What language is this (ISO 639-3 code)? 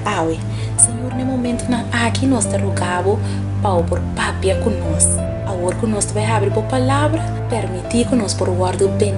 pap